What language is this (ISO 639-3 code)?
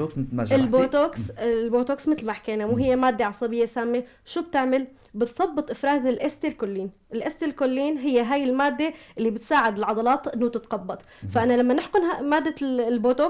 apc